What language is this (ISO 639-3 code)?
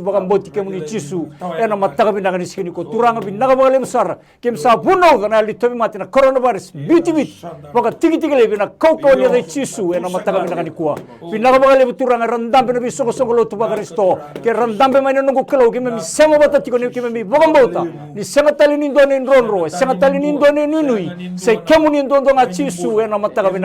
fij